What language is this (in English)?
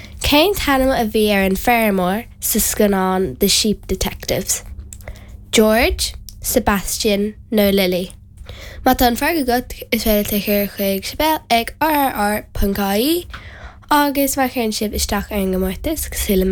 Irish